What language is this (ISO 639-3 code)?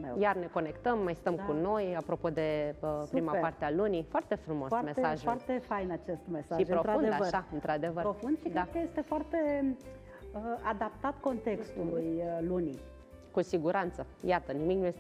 ron